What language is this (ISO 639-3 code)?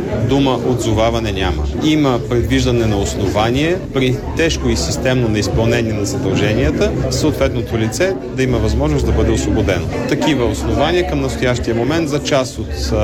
bul